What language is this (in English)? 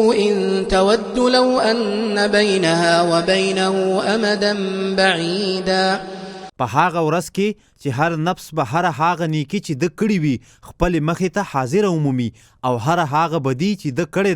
Pashto